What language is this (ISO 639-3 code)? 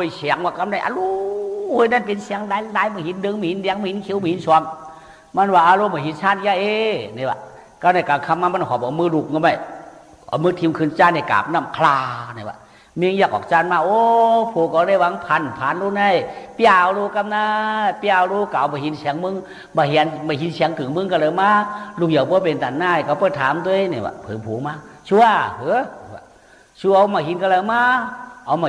shn